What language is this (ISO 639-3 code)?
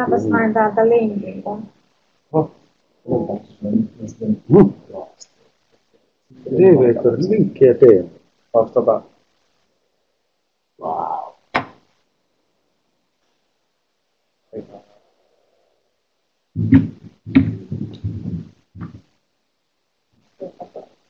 fin